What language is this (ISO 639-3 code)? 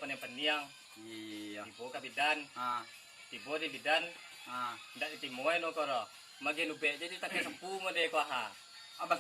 min